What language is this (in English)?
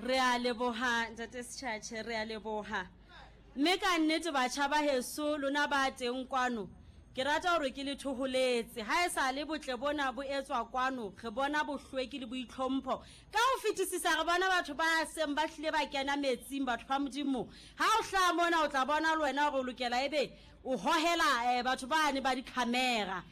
Southern Sotho